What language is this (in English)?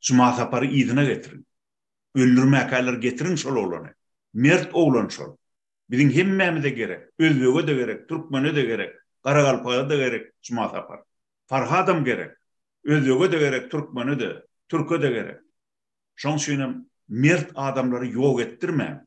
Turkmen